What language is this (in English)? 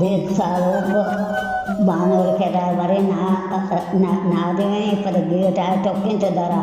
Baluchi